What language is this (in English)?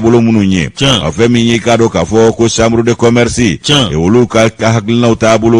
Bambara